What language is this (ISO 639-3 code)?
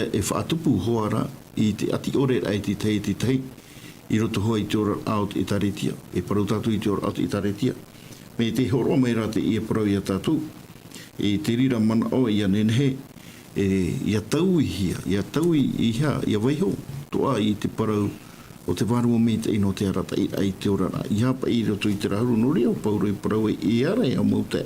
tah